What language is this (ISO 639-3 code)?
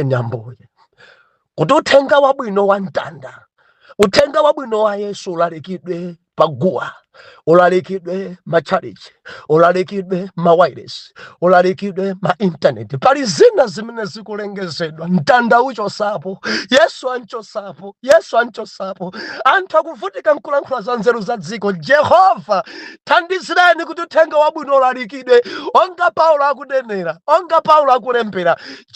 nya